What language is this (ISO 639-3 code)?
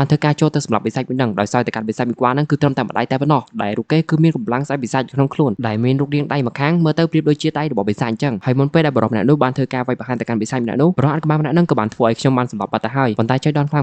khm